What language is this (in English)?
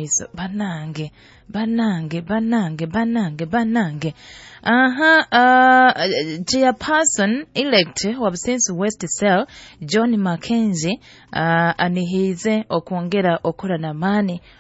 Nyoro